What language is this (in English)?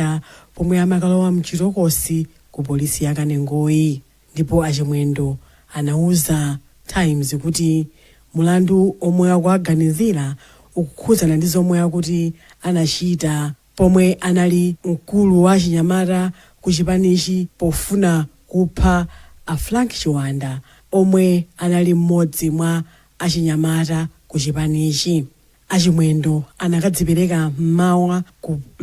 Nyanja